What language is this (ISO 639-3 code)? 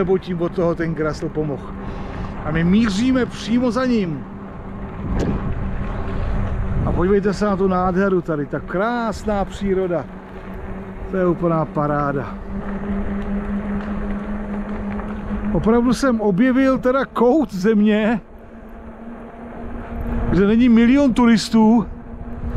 ces